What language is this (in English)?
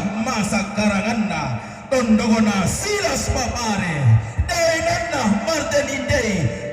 Toraja-Sa'dan